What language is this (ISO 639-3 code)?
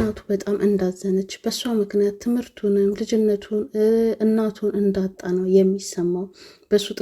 amh